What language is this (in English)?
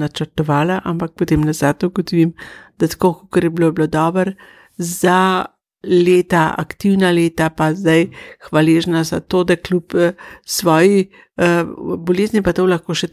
Slovenian